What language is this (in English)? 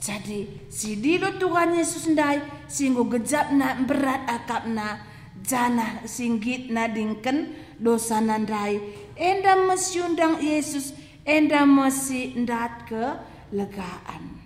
Batak Karo